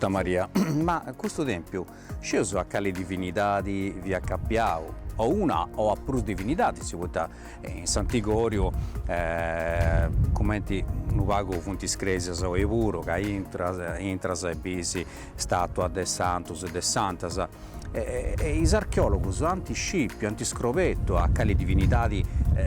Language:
Sardinian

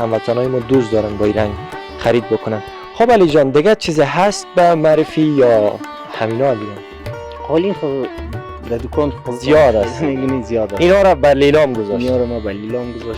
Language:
Persian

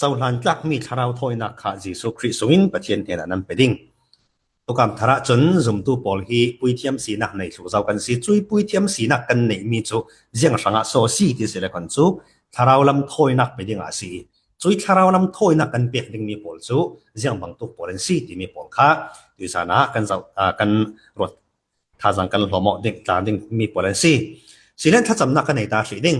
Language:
Falam Chin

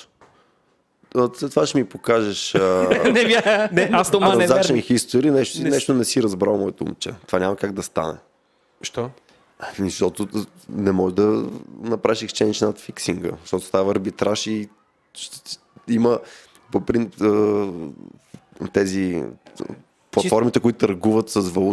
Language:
Bulgarian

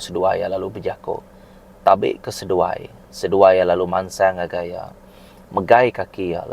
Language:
Iban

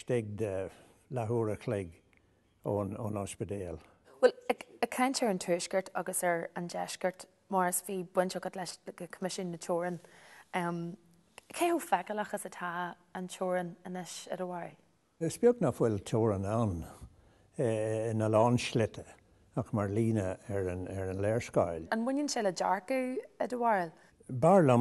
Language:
Irish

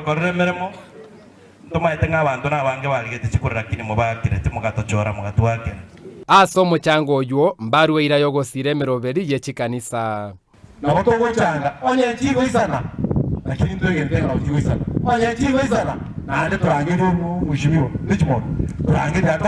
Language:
Gusii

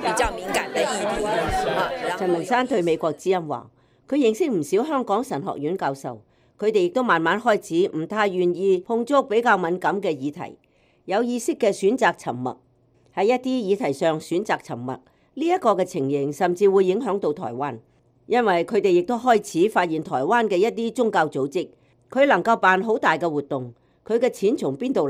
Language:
Cantonese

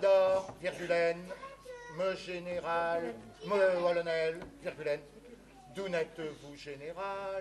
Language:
Breton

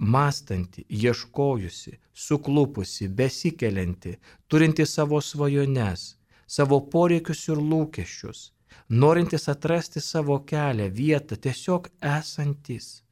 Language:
Lithuanian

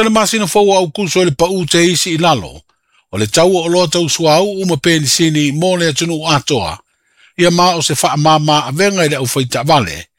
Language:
Samoan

